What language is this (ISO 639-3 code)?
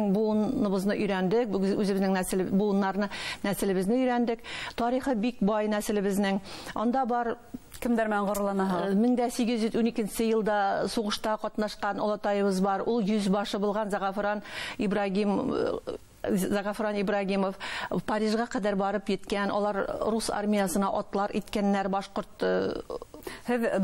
bak